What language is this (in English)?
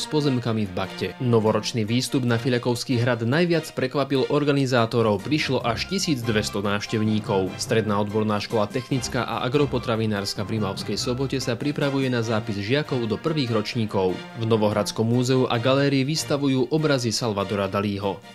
Slovak